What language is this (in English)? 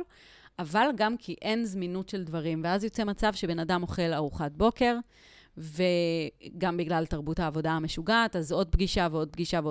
Hebrew